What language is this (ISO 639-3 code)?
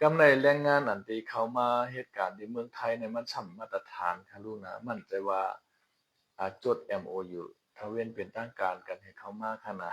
shn